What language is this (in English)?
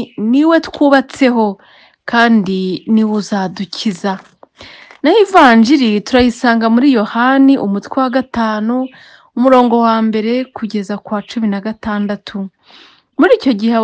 Kinyarwanda